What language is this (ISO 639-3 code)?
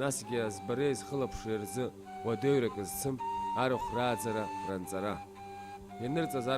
abk